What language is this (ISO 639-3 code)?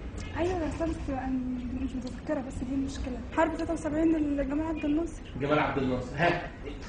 arz